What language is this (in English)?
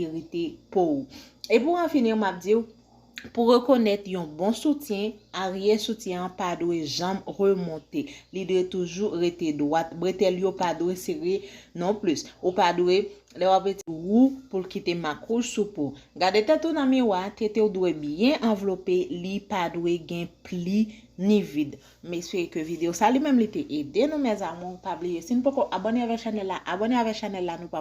Haitian Creole